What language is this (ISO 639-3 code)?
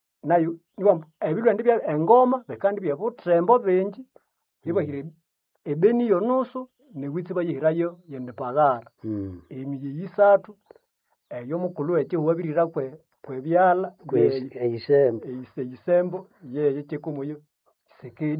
nnb